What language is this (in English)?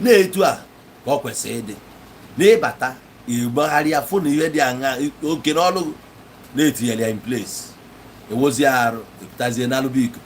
Igbo